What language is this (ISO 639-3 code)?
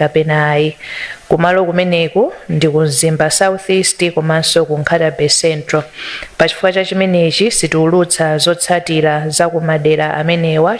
nya